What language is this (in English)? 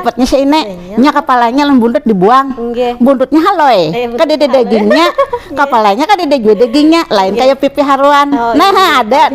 Banjar